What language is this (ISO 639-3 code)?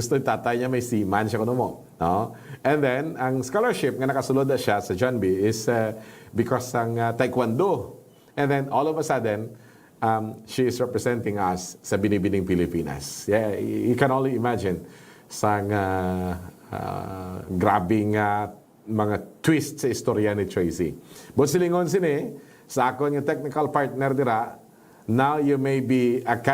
hil